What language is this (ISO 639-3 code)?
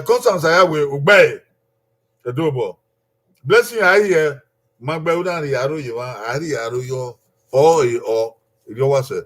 bin